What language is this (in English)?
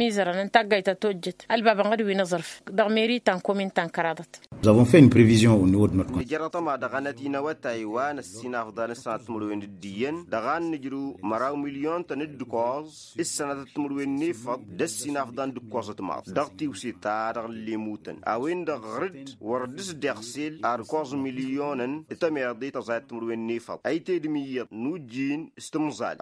Tamasheq